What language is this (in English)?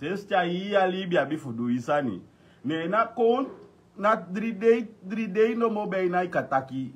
Sranan Tongo